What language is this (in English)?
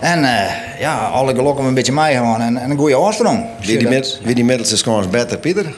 Western Frisian